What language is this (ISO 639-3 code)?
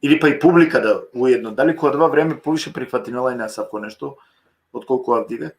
rmn